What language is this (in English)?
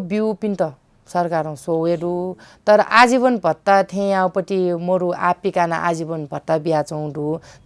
Newari